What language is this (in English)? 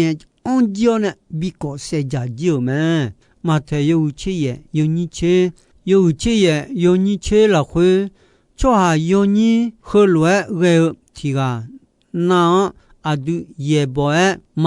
Akha